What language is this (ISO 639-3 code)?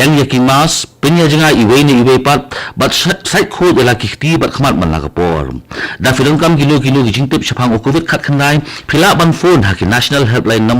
kha